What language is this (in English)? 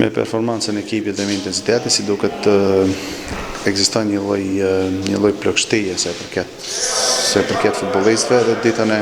Albanian